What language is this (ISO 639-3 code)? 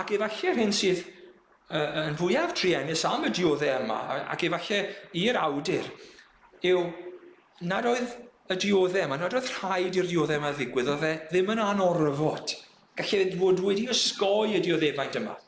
cym